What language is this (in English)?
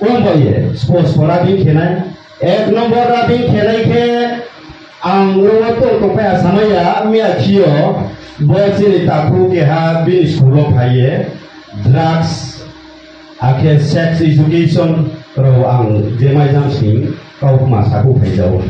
Riang (India)